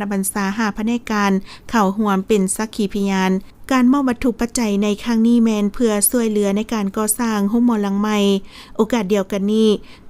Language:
Lao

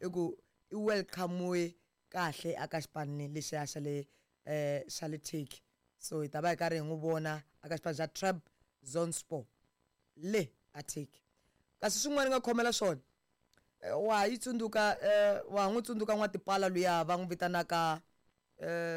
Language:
Tsonga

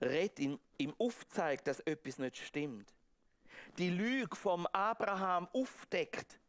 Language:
Swiss German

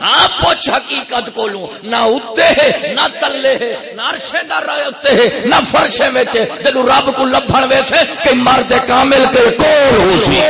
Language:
Saraiki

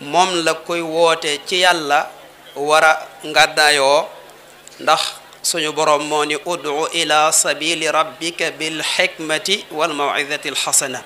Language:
Wolof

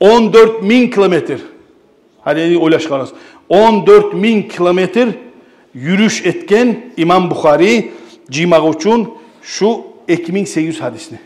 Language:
Kumyk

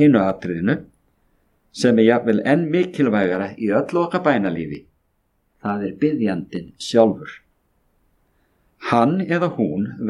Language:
Icelandic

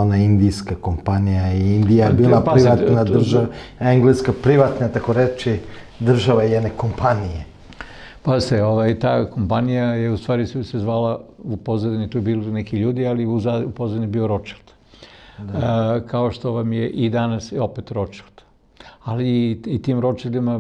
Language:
Serbian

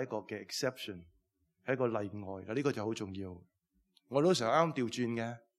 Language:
Cantonese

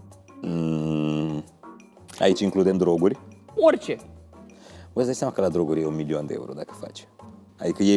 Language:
Romanian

